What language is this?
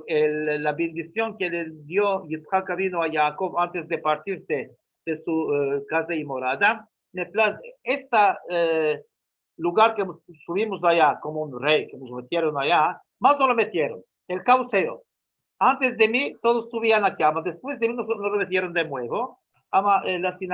Ladino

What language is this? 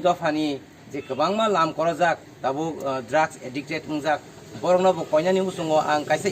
Kok Borok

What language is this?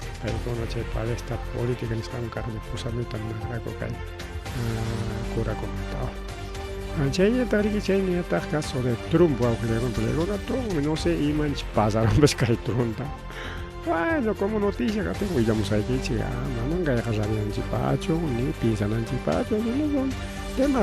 Ayacucho Quechua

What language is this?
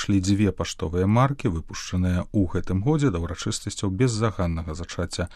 Belarusian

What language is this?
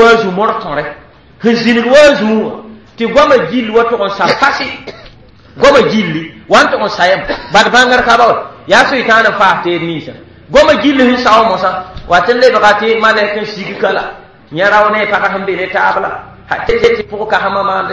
Mossi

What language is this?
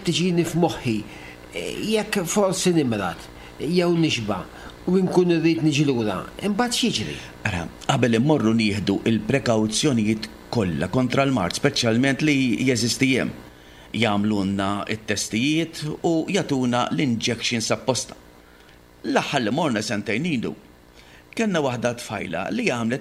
Maltese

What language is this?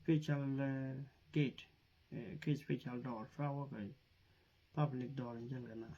Nuer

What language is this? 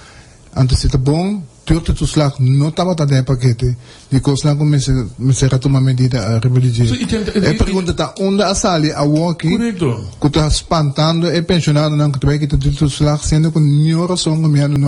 Papiamento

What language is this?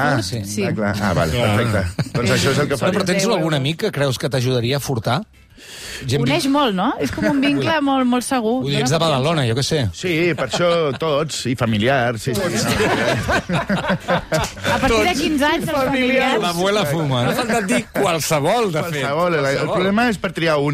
Catalan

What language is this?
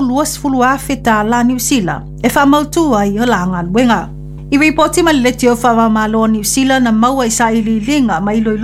Samoan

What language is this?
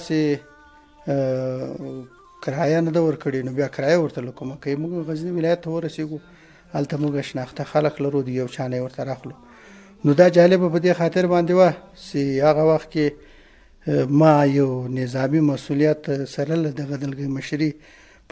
Pashto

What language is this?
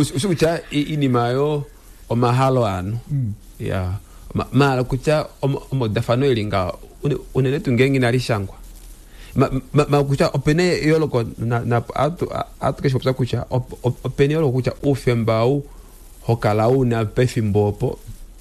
Kuanyama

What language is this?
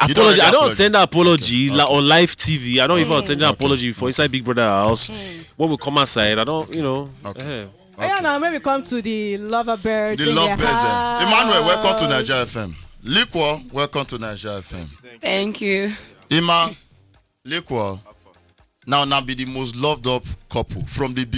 Nigerian Pidgin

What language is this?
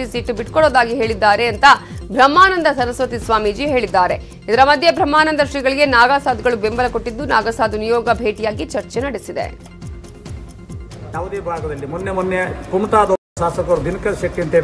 Kannada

